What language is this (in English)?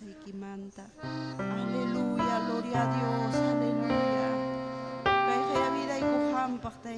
Ayacucho Quechua